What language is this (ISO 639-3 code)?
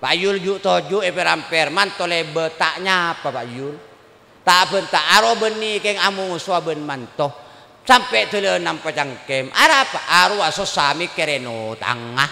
mad